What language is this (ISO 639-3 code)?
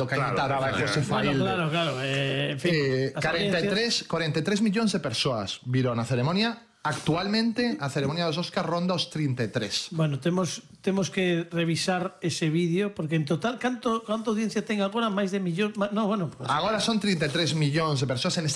glg